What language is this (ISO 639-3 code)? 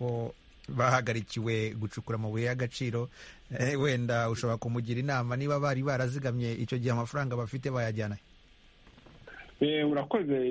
kin